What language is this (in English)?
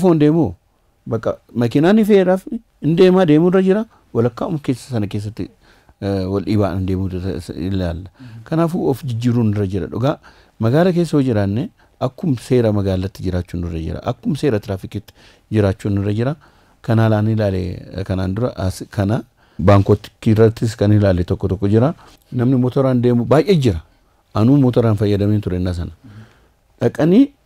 Oromo